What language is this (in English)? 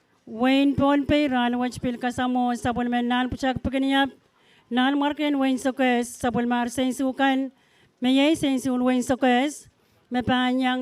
Pohnpeian